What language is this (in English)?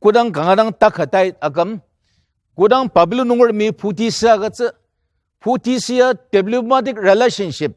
Ao Naga